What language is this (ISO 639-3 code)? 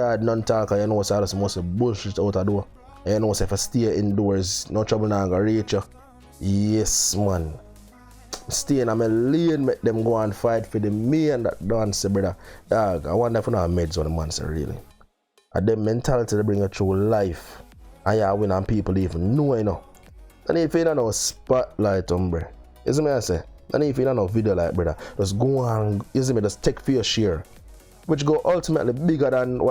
jam